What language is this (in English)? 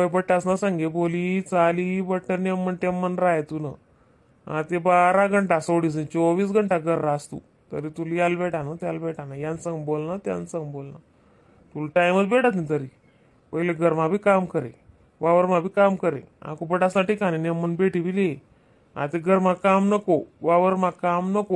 Khandesi